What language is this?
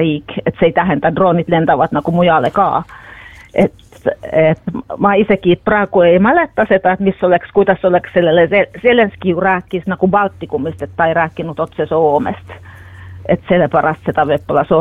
Estonian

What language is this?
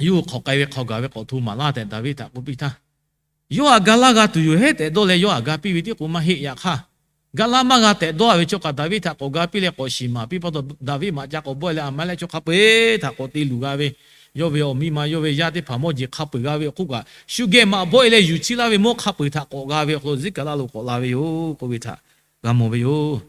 Lahu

